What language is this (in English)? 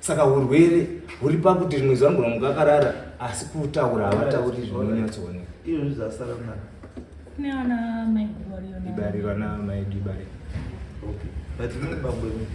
Shona